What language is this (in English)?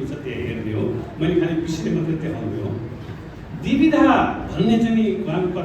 Nepali